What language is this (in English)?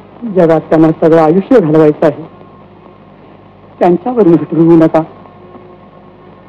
Marathi